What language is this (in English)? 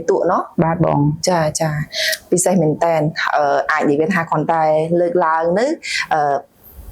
Khmer